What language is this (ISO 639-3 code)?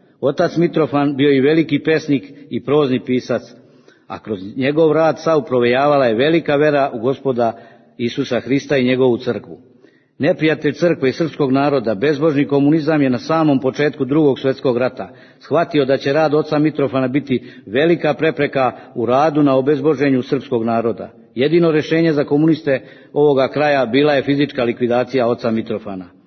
srp